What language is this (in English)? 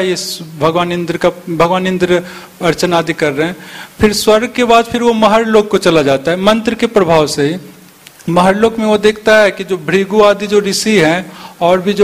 Hindi